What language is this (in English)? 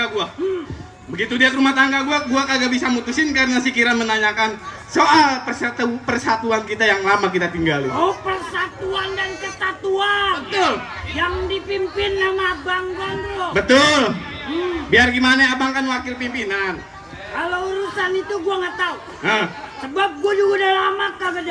Betawi